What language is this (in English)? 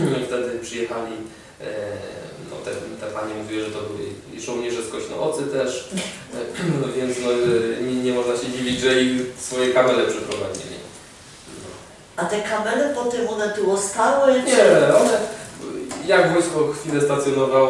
Silesian